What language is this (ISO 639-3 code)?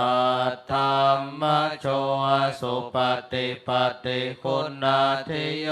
pli